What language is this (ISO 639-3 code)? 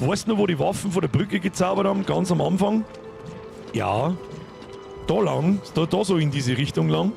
bar